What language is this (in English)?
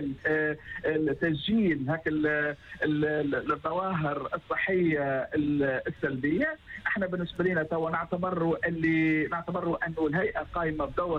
Tunisian Arabic